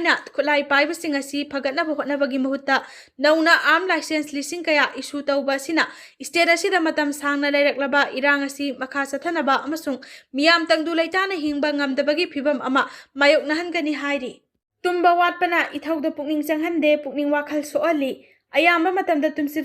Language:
Manipuri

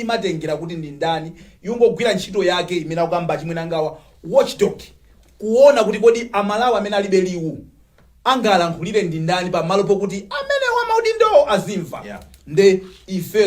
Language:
Nyanja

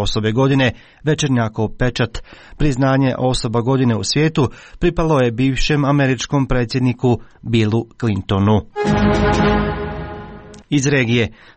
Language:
Croatian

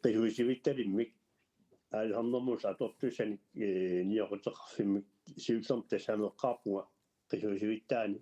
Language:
Kalaallisut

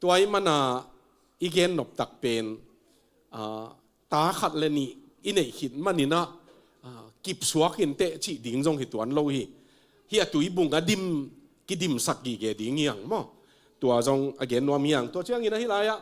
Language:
Tedim Chin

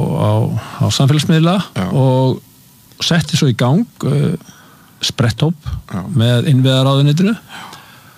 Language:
Icelandic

